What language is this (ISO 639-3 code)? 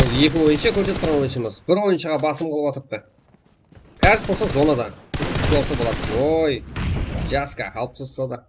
kaa